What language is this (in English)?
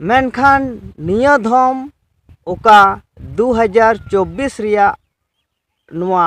Santali